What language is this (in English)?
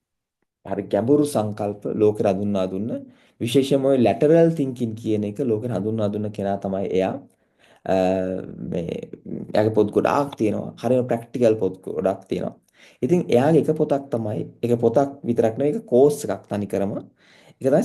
Sinhala